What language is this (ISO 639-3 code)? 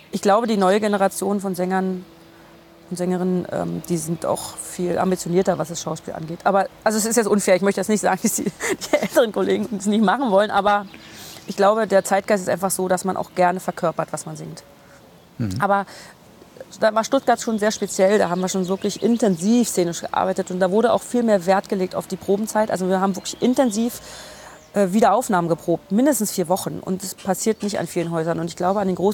deu